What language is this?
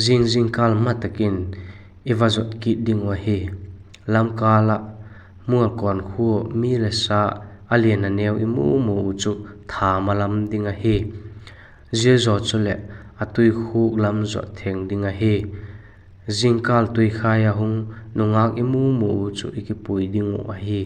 Vaiphei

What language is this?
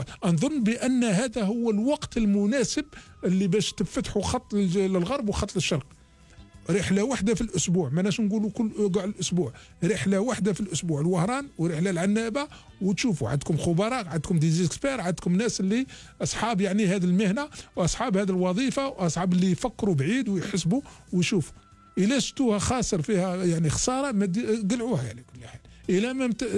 Algerian Arabic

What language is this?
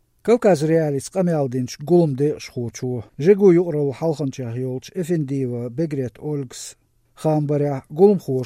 Chechen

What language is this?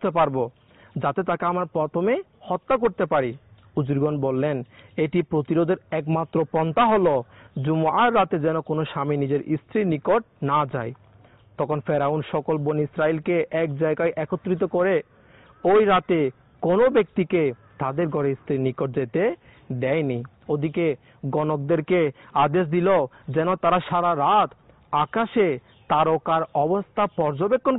Bangla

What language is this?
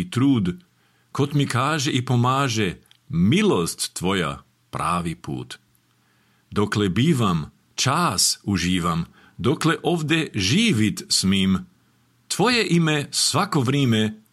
Serbian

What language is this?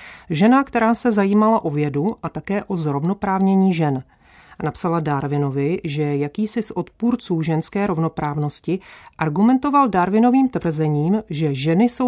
Czech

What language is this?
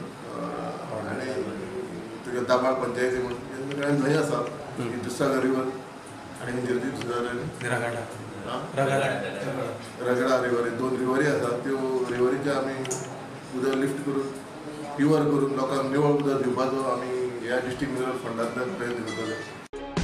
Konkani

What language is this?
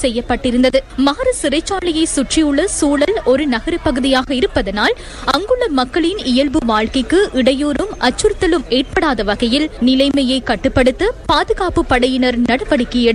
Tamil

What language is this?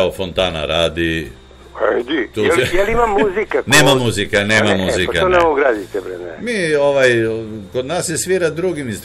Serbian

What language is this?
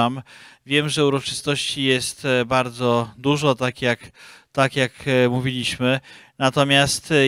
Polish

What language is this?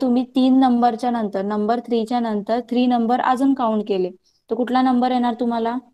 Marathi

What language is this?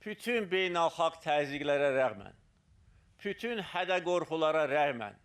Azerbaijani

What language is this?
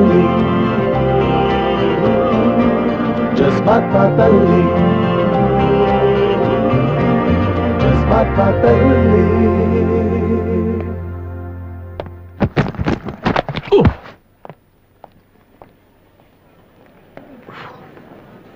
Kannada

